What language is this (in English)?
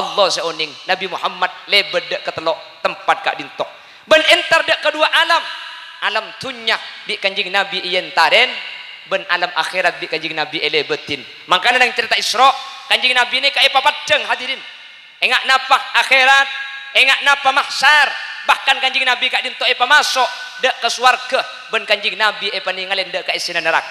Madurese